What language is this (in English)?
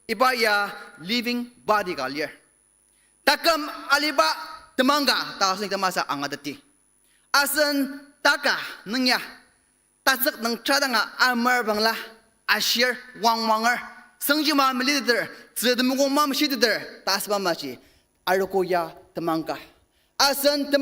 Ao Naga